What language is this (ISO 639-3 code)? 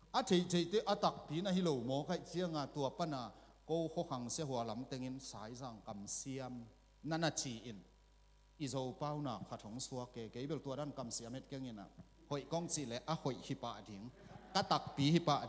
ctd